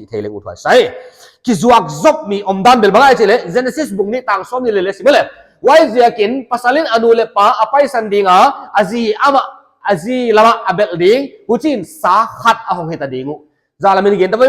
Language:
Paite Chin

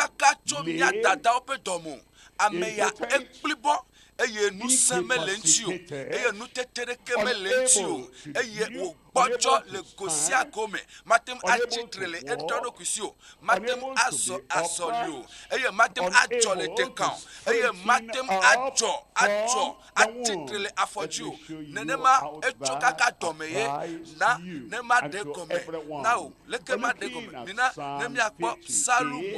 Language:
Ewe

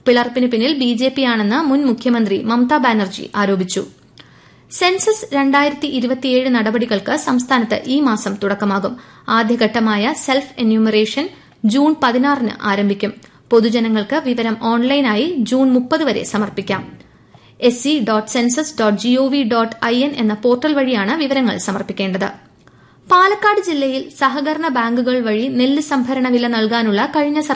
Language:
Malayalam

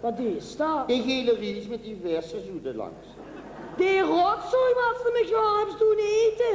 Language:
Limburgish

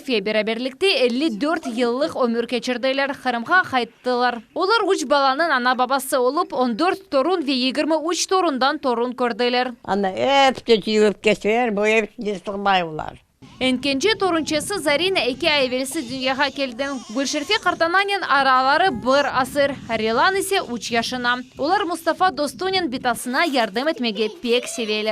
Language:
Crimean Tatar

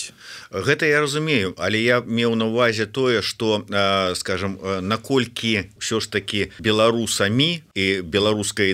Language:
Belarusian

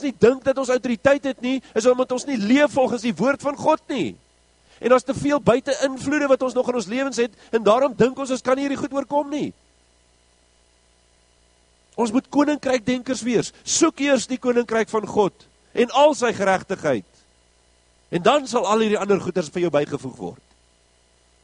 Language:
Afrikaans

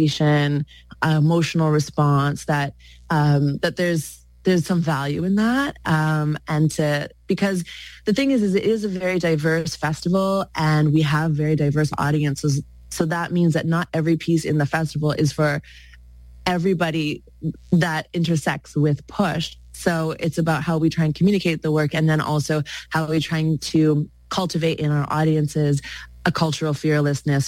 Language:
English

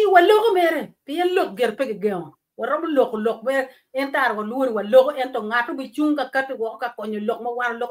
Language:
Acoli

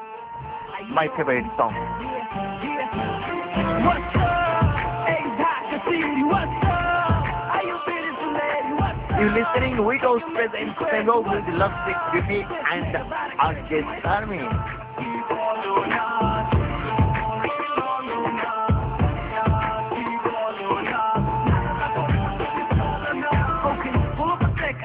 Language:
Bangla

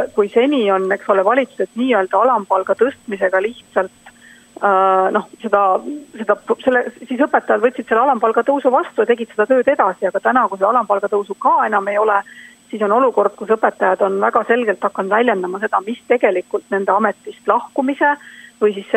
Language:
Estonian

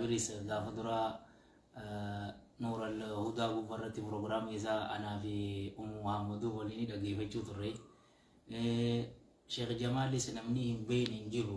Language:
Oromo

